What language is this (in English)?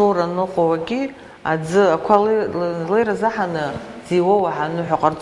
Abkhazian